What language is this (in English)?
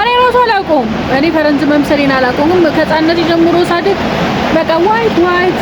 Amharic